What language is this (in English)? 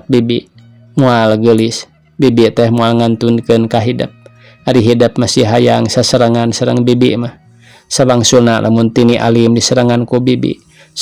Sundanese